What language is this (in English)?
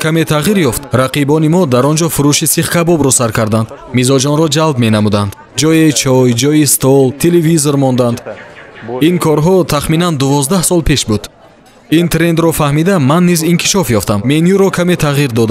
Tajik